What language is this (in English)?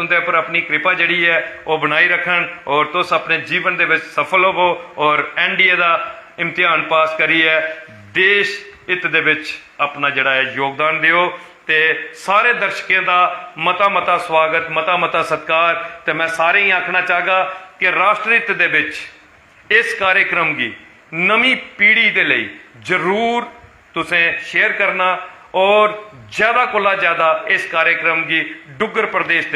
Dogri